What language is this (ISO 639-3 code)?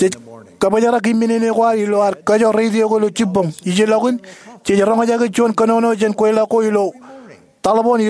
mah